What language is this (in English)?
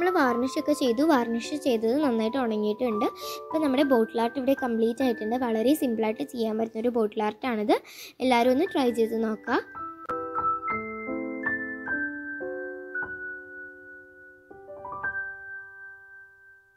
Malayalam